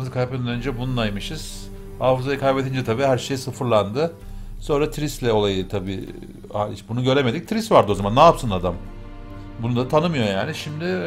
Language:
Turkish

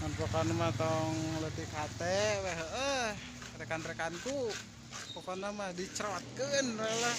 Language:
Sundanese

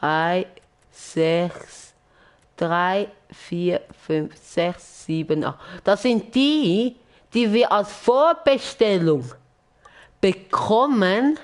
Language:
Swiss German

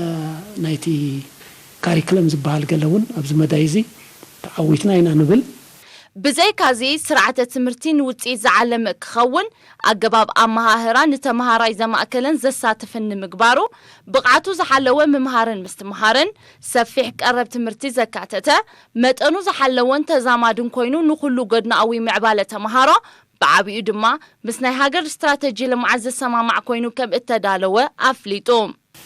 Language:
Tigrinya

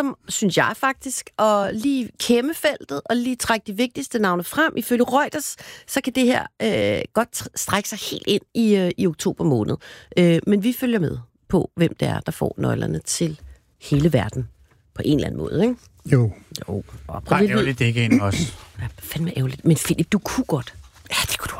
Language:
Danish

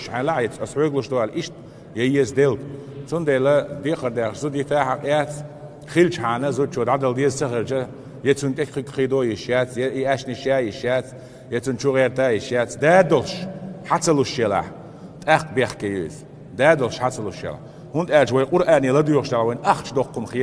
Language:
Chechen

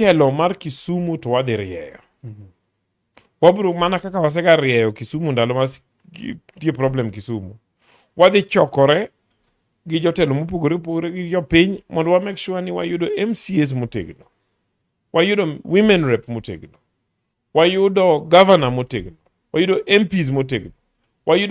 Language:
Luo (Kenya and Tanzania)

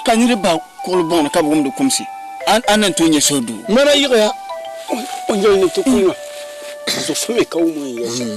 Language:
Dagbani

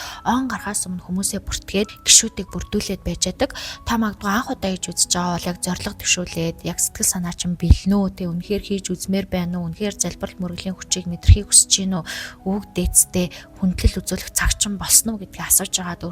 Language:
Mongolian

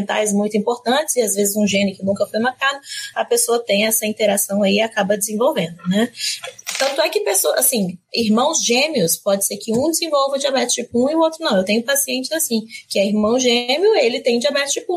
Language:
Portuguese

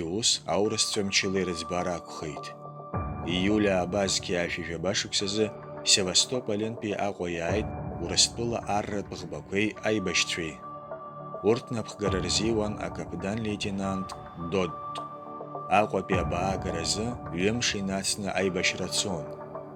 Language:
Abkhazian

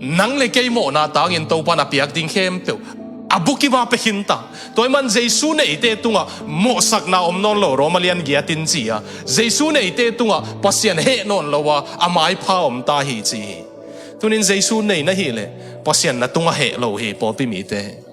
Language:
Tedim Chin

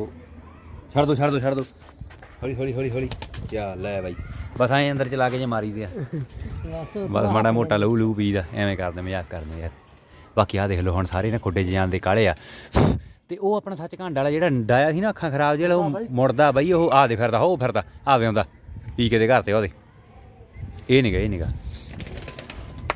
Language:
Punjabi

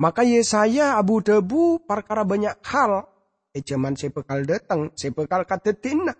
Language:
Madurese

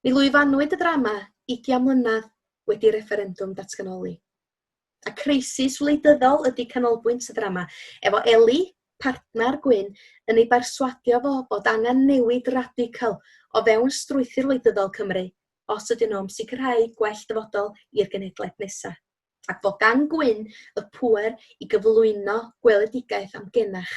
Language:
Welsh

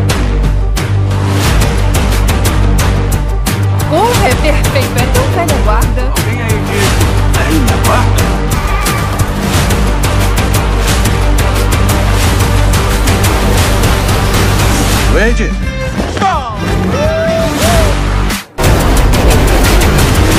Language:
Portuguese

